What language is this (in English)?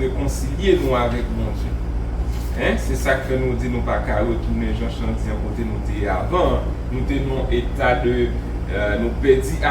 Haitian Creole